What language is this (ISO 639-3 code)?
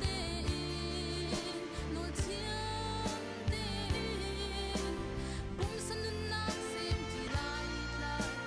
cnh